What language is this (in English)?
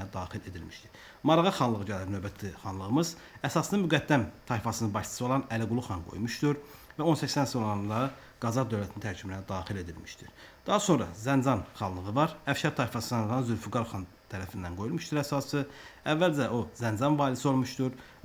Azerbaijani